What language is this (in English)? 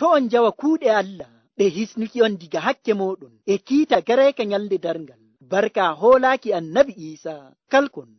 Nigerian Fulfulde